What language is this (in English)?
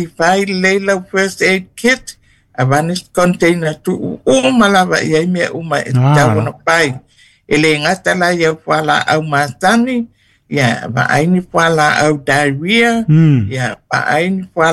Samoan